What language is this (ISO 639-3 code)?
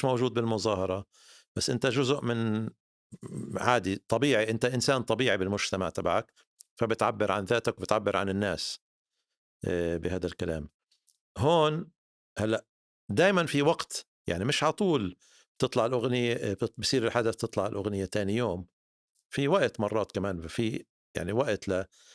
apc